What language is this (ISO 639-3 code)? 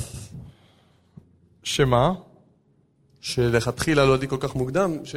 heb